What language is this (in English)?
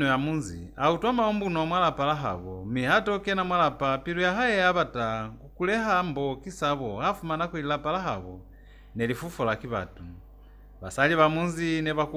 Lozi